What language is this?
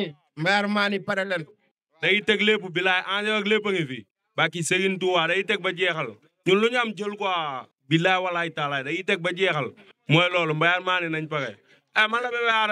Wolof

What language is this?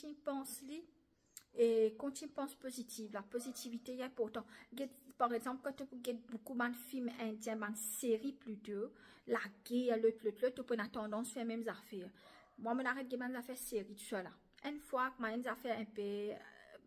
Morisyen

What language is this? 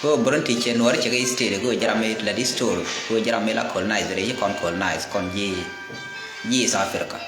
Nuer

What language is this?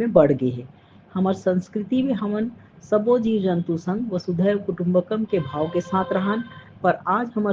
Chhattisgarhi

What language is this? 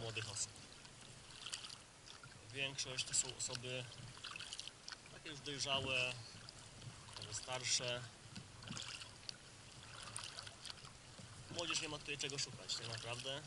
Polish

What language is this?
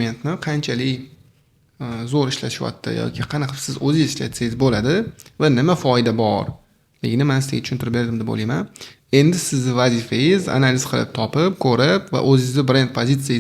Uzbek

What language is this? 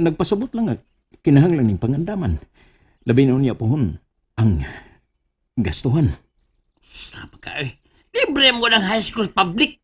Cebuano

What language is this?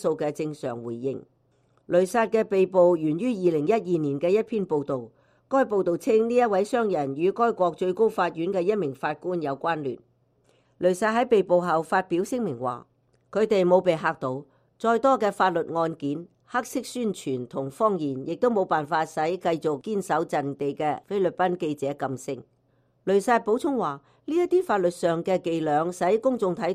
Cantonese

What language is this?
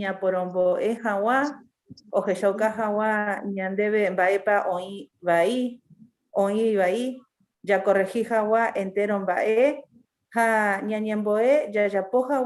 Guarani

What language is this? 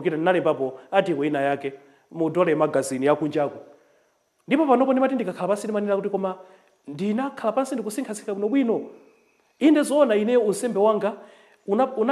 Nyanja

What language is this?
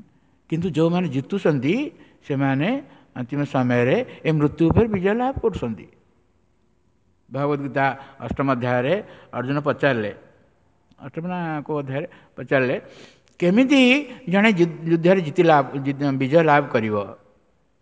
Odia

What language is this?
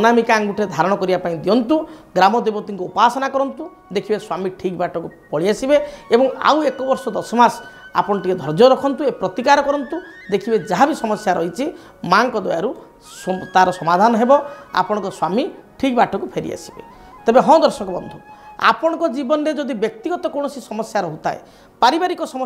Odia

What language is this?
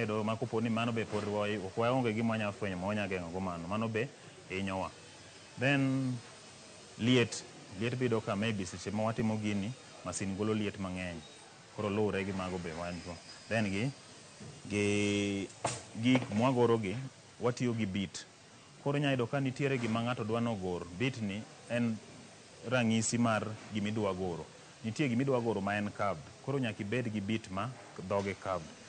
Luo (Kenya and Tanzania)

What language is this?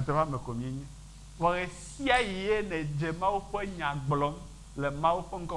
Ewe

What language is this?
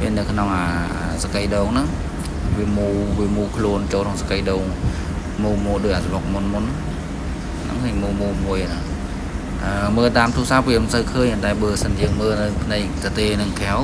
Khmer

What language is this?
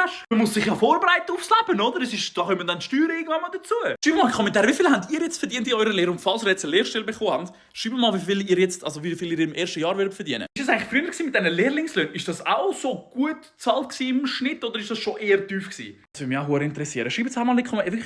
Swiss German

